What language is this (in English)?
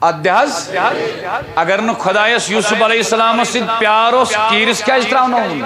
Kashmiri